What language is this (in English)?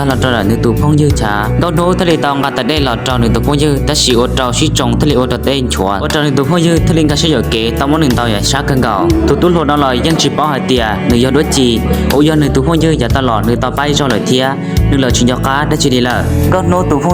Hmong